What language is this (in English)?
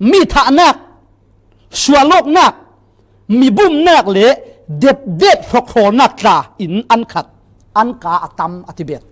Falam Chin